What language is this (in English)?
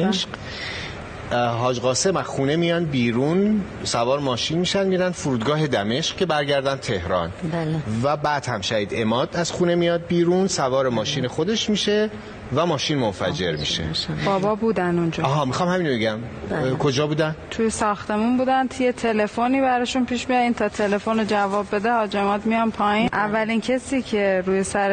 Persian